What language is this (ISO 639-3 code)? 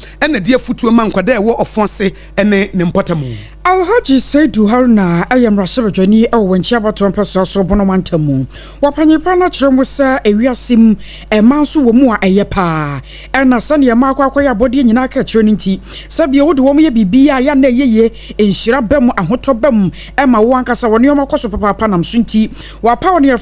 aka